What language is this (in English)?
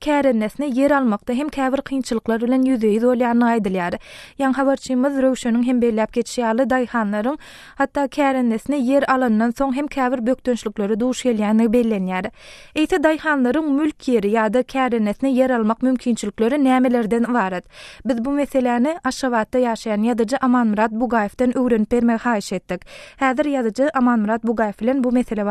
Turkmen